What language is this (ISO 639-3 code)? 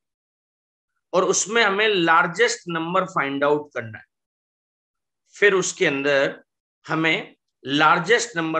hin